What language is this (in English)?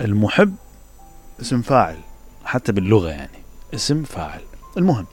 Mesopotamian Arabic